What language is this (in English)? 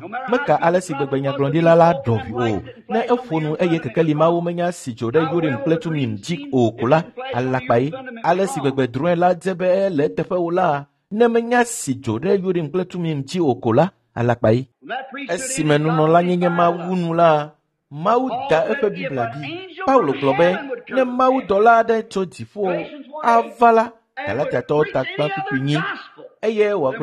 Ewe